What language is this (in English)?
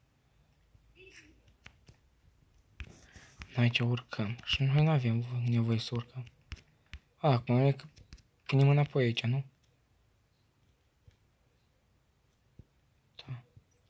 Romanian